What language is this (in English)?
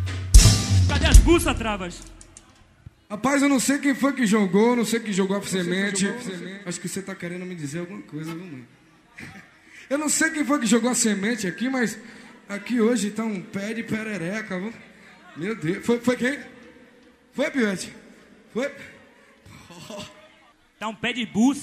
Portuguese